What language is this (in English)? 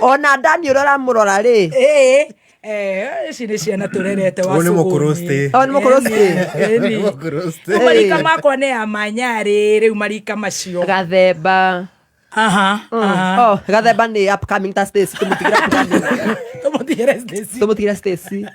Kikuyu